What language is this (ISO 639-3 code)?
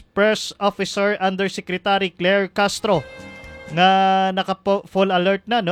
hil